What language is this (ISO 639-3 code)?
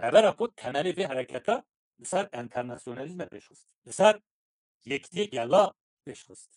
kur